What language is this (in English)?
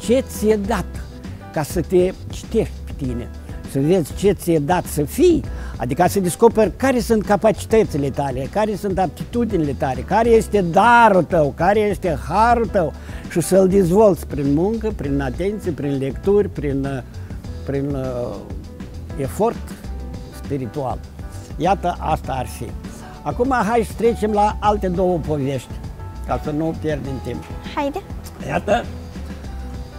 Romanian